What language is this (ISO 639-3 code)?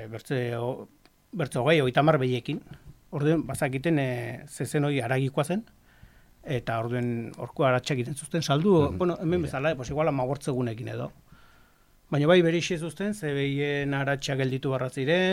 eus